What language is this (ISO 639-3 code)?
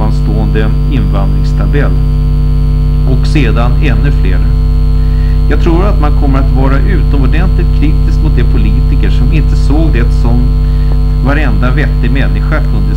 swe